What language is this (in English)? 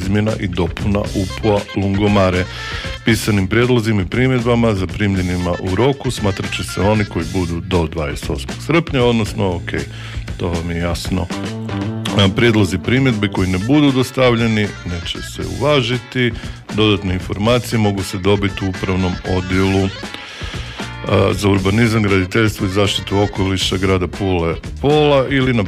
Croatian